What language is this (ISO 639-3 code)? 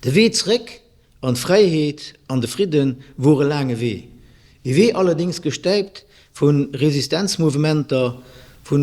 ltz